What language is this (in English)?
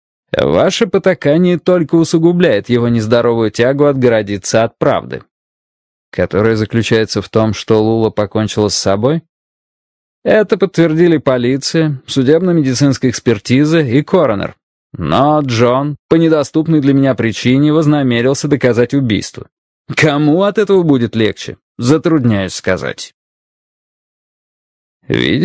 Russian